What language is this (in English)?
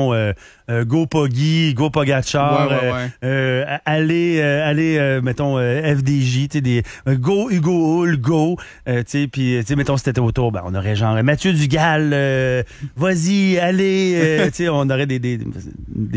French